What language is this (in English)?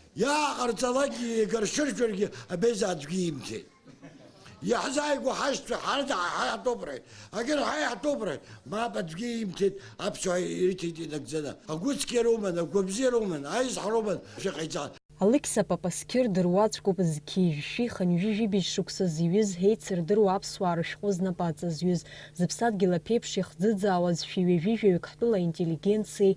Abkhazian